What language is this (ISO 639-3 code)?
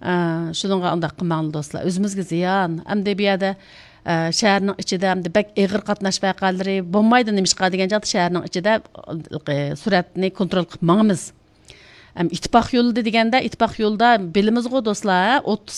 uig